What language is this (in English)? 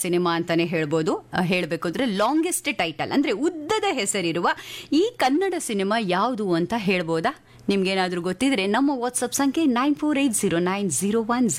Kannada